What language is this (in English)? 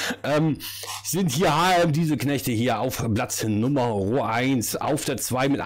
German